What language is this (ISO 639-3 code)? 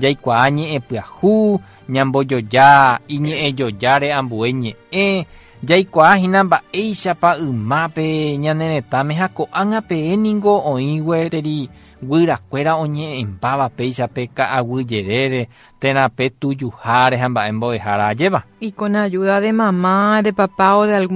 grn